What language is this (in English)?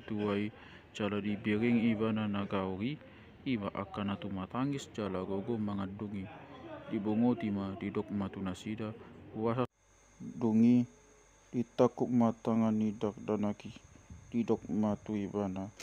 Batak Toba